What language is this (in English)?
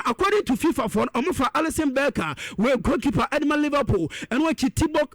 Akan